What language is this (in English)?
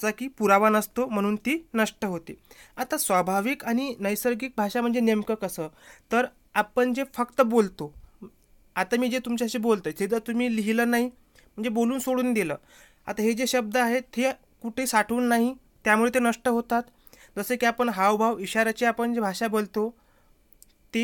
Marathi